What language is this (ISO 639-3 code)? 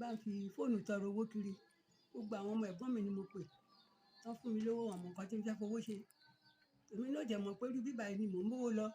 yor